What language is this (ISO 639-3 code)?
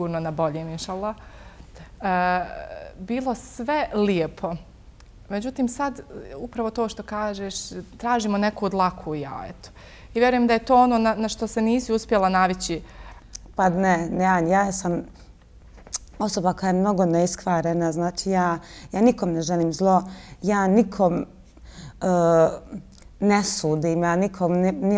bos